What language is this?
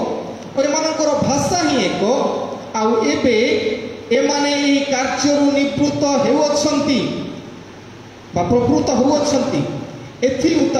Odia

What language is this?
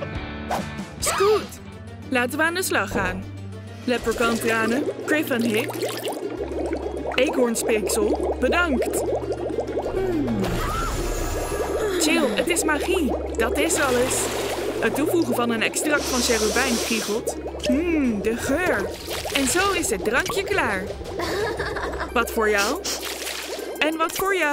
Dutch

